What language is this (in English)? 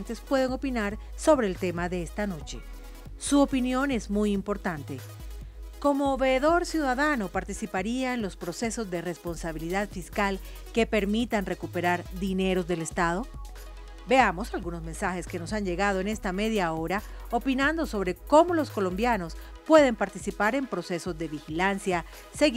Spanish